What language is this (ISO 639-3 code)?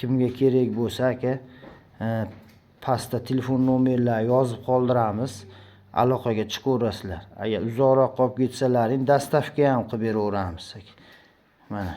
uzb